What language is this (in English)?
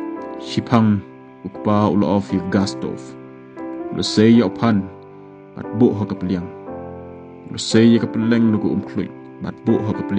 Khasi